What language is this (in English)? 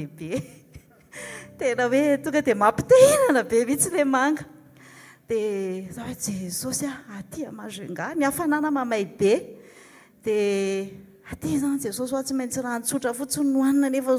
Malagasy